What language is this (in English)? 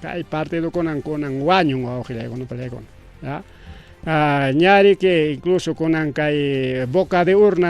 Ayacucho Quechua